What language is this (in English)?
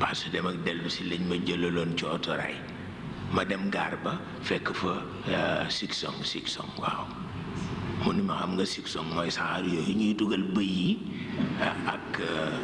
Wolof